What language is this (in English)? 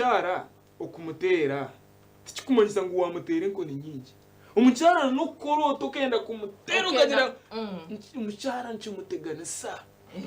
Nyankole